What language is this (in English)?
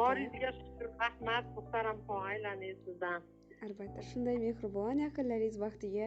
Uzbek